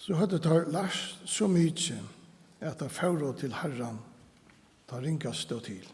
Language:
Faroese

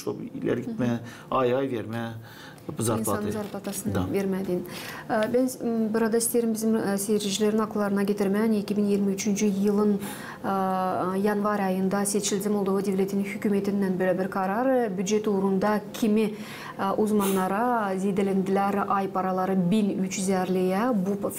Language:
Gagauz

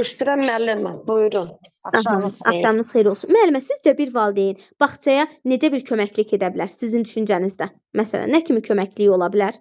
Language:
Azerbaijani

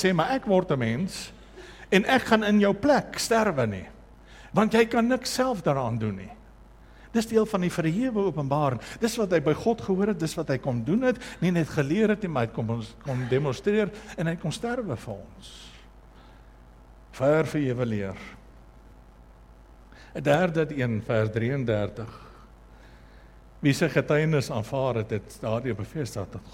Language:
Afrikaans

